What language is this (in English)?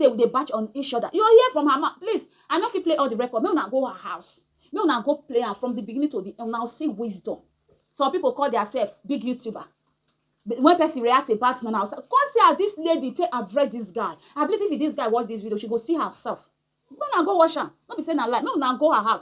Nigerian Pidgin